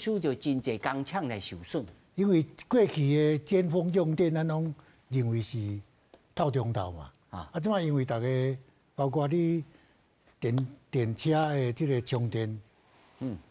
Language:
Min Nan Chinese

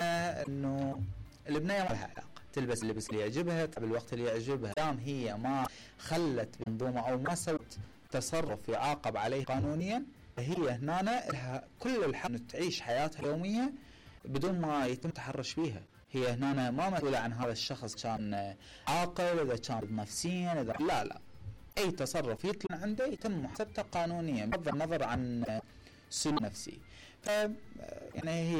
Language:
Mesopotamian Arabic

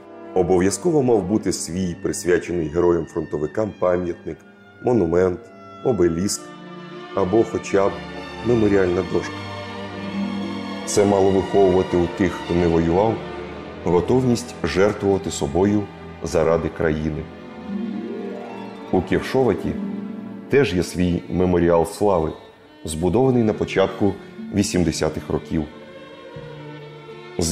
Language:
Ukrainian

